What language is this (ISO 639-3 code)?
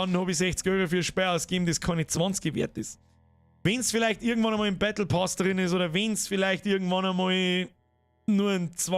bar